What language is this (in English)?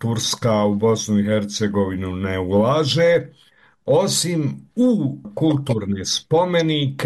Bosnian